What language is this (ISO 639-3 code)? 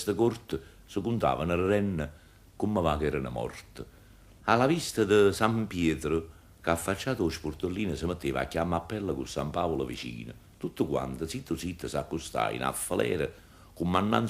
nap